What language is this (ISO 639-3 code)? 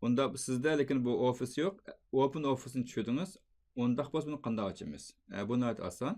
uig